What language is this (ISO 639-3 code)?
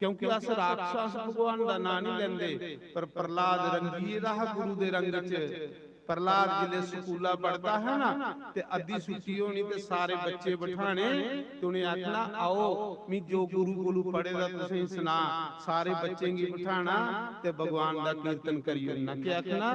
doi